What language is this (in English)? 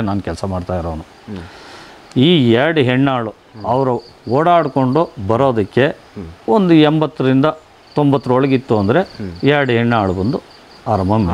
Kannada